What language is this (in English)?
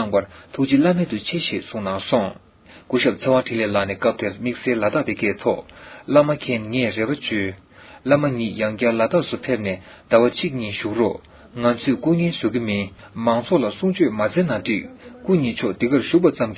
Tibetan